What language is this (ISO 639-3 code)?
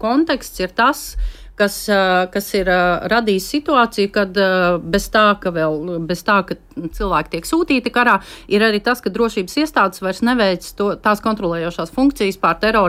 lav